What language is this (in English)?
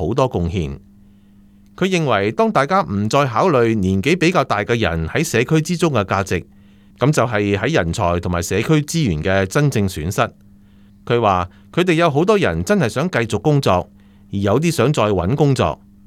Cantonese